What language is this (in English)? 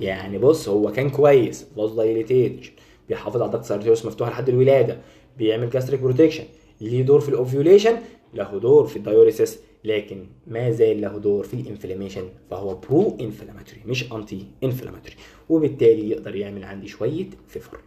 Egyptian Arabic